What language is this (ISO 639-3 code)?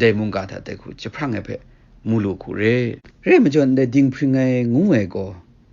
kac